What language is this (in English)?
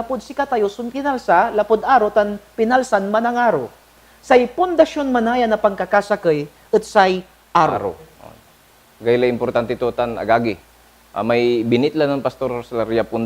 Pangasinan